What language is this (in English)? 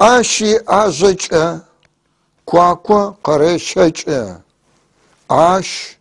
North Levantine Arabic